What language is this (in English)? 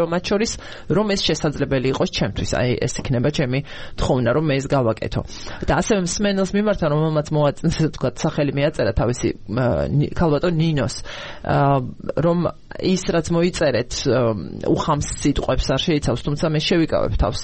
Georgian